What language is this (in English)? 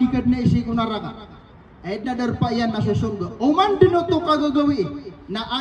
Maranao